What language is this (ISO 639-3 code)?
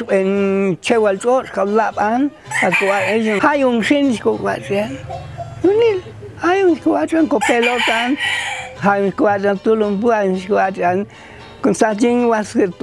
jac